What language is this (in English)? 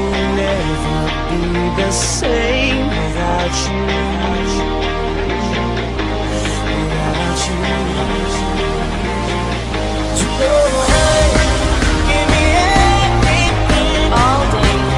English